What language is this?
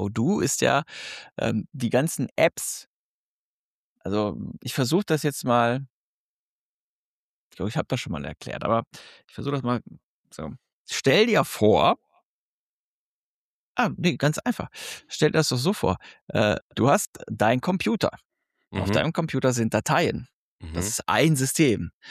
German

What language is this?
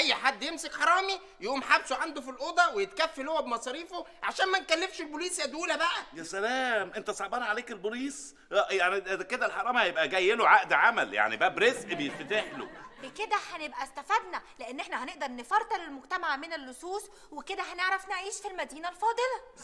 Egyptian Arabic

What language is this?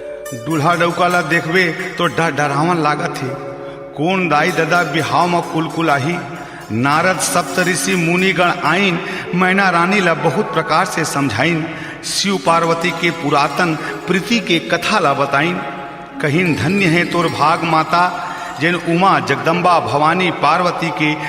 Chhattisgarhi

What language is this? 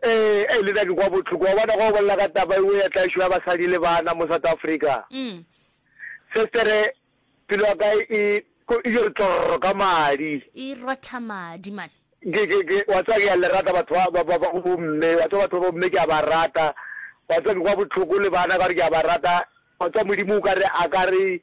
Northern Sotho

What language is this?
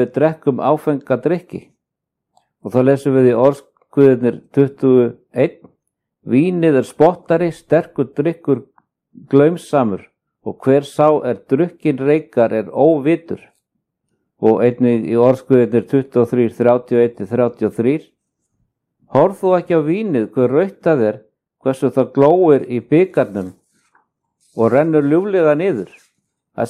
Icelandic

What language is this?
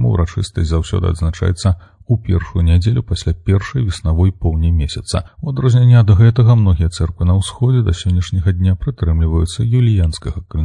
Belarusian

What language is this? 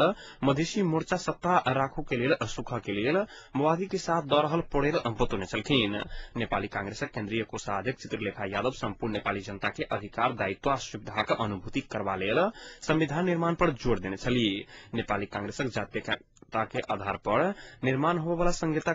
Maithili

